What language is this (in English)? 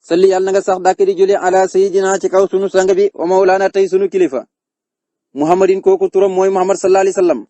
Wolof